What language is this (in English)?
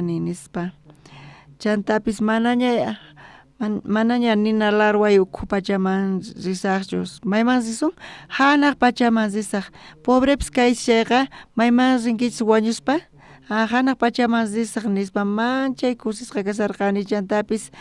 South Bolivian Quechua